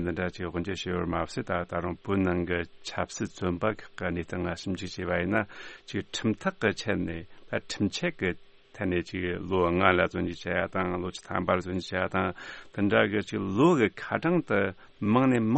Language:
Tibetan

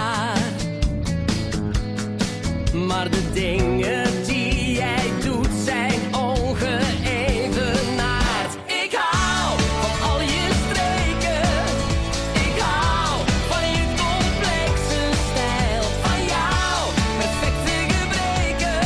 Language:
Dutch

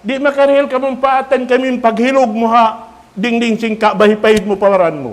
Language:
Tausug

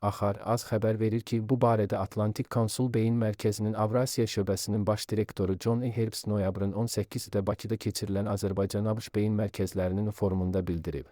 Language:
Azerbaijani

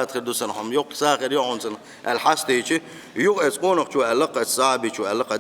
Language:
Chechen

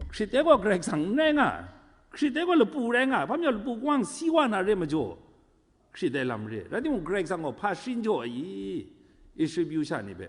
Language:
Kachin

